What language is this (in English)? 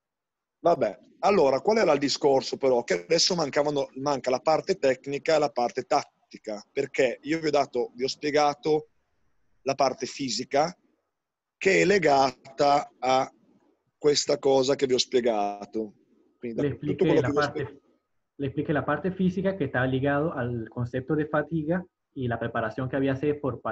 Italian